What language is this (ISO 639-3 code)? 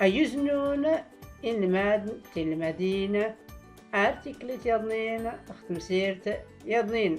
shi